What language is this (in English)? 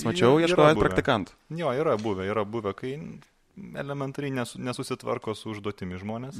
Lithuanian